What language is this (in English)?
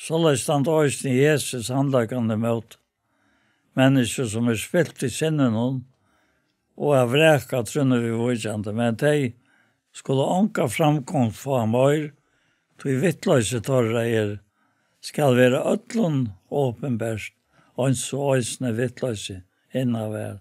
Faroese